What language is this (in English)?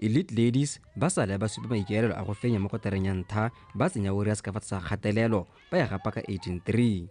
Tswana